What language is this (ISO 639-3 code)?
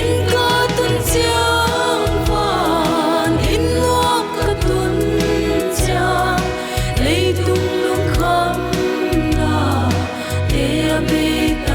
pck